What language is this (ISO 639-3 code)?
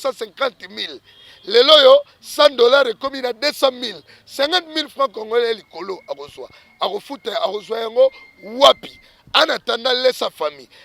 lin